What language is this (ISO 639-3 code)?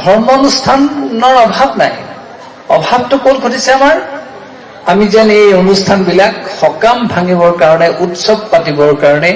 asm